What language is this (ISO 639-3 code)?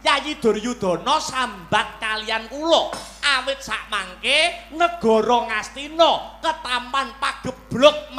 jav